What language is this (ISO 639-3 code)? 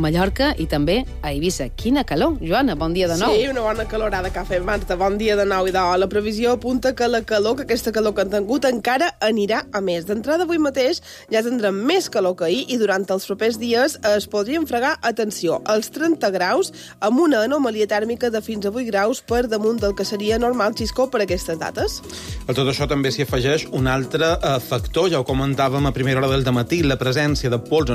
cat